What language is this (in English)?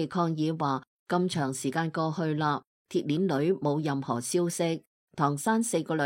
Cantonese